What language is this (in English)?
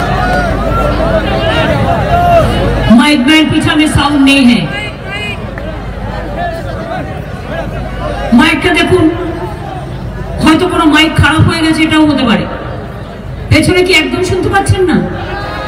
Bangla